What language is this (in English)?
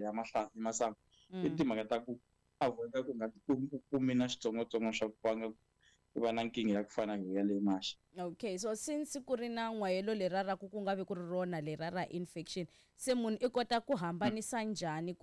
Tsonga